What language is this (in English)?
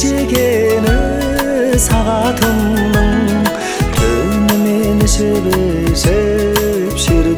Kazakh